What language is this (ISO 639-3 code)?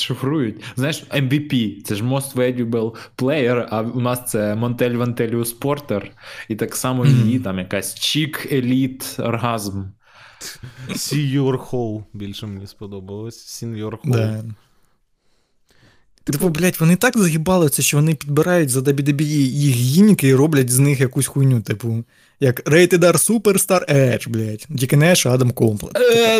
ukr